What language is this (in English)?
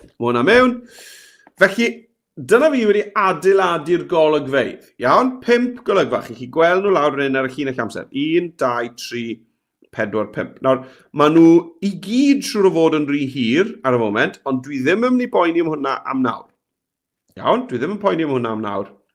Welsh